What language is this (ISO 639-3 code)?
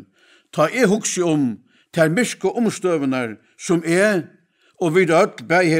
fao